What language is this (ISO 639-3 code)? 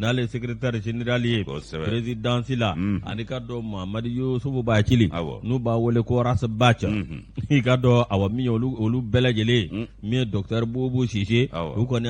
bam